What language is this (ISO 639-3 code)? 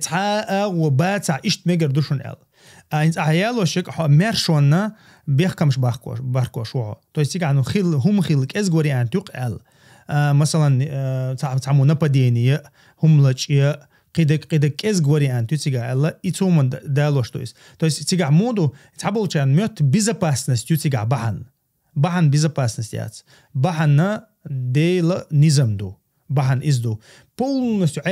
che